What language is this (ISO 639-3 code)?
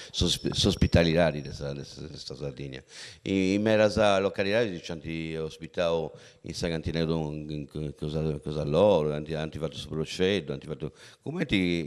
srd